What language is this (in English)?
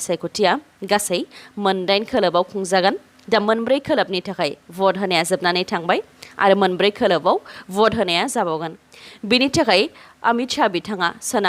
Bodo